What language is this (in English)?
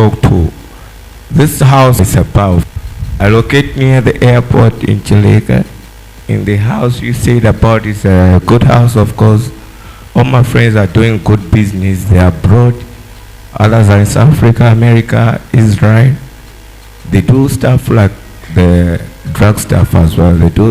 Nyanja